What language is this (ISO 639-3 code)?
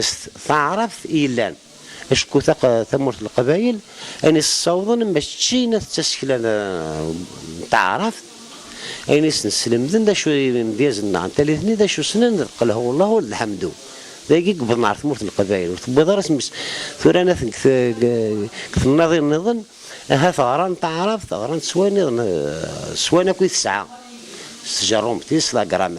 kab